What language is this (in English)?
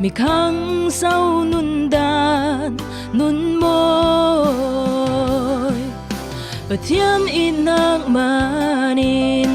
Falam Chin